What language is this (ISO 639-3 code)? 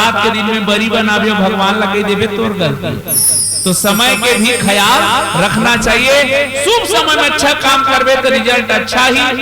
hne